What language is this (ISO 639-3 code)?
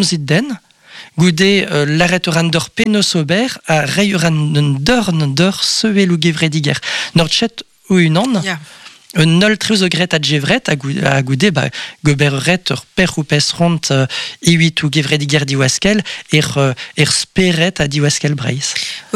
bre